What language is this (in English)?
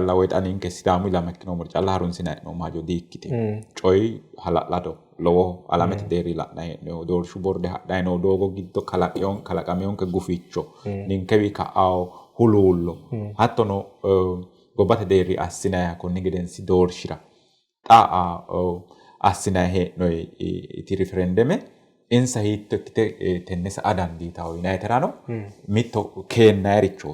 Sidamo